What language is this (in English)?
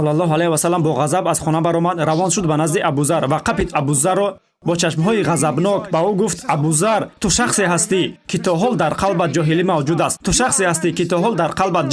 Tajik